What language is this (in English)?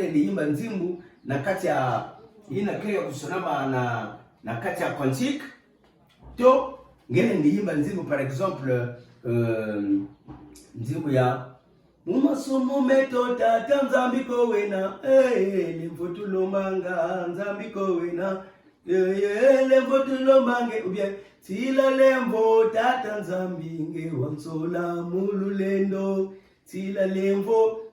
Kituba (Democratic Republic of Congo)